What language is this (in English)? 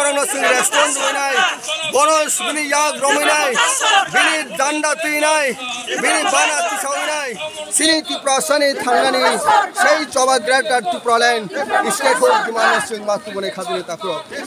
Kok Borok